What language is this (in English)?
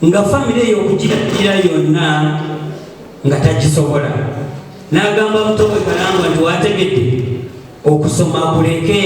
Ganda